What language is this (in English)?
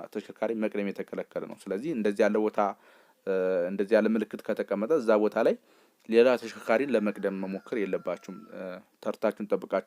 Amharic